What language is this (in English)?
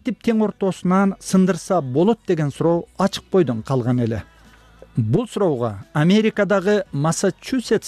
Kyrgyz